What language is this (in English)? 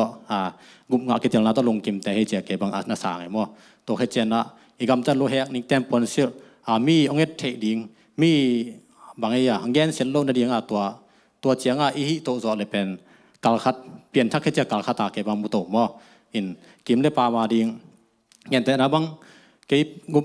Tedim Chin